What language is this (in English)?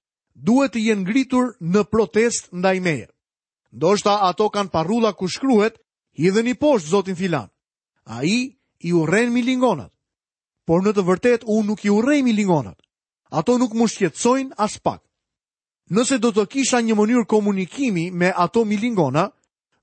Albanian